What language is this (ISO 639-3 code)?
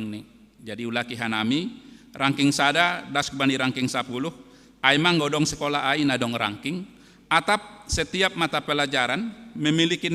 bts